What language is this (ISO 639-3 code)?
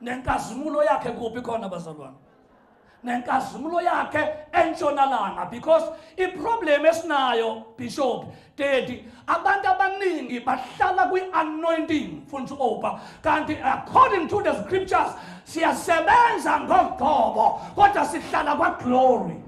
zul